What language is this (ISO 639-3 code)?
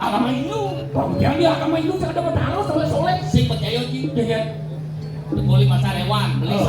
ban